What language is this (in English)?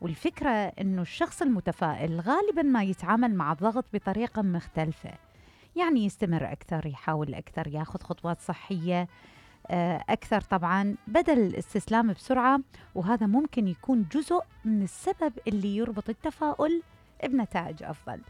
Mesopotamian Arabic